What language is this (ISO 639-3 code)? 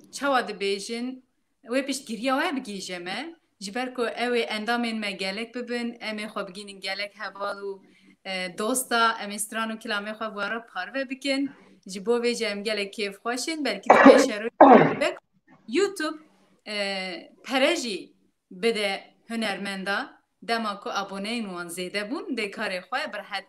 kur